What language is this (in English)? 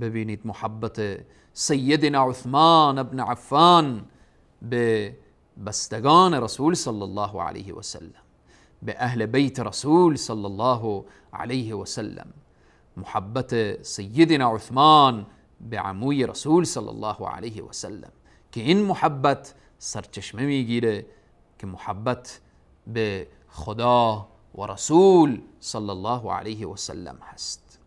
Persian